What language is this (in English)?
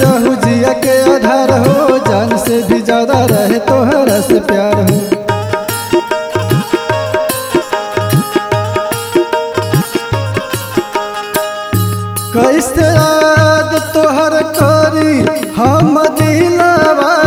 Bhojpuri